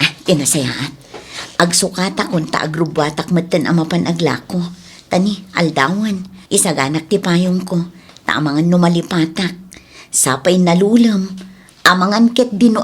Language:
Iloko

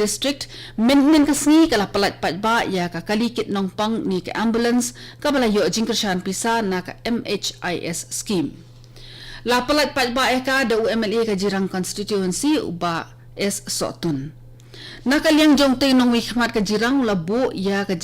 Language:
Khasi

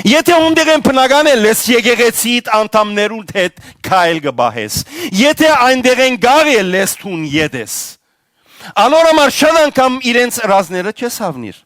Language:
Western Armenian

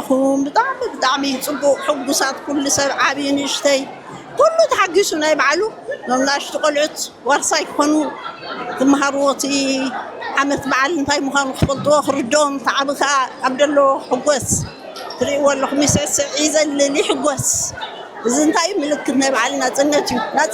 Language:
Tigrinya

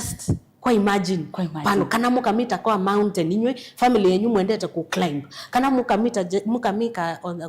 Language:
Kamba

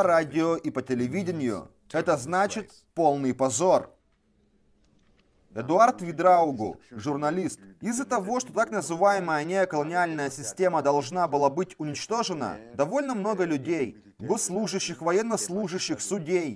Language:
Russian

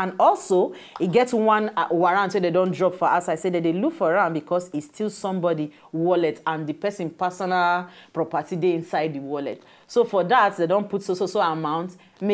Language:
Nigerian Pidgin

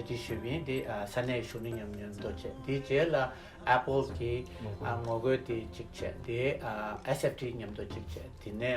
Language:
Tibetan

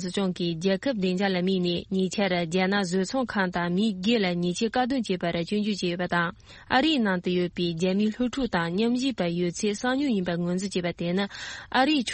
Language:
Tibetan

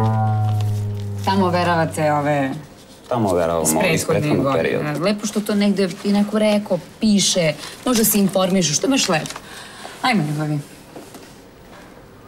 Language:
Serbian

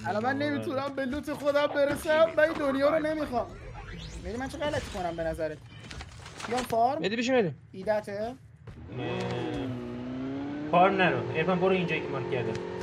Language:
Persian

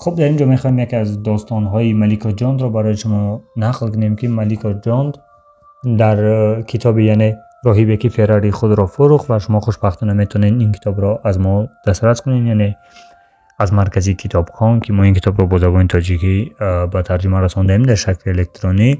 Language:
Tajik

